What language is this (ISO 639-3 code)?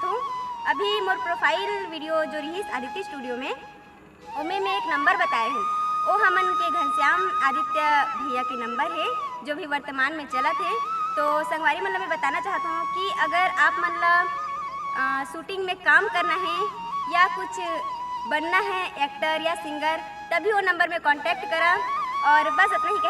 hne